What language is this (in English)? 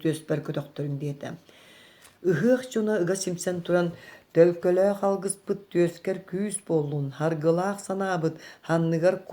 Yakut